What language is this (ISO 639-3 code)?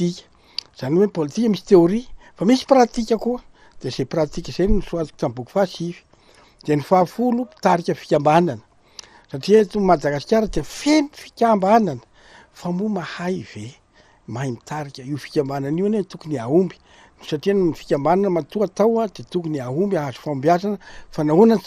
mlg